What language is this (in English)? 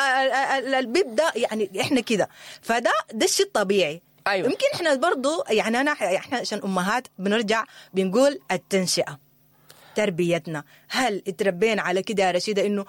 Sudanese Arabic